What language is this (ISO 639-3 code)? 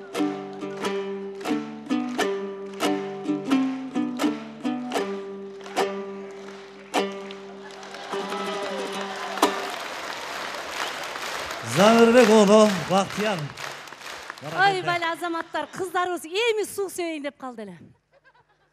kir